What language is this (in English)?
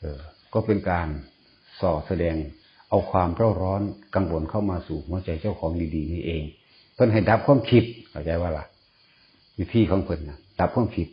Northeastern Thai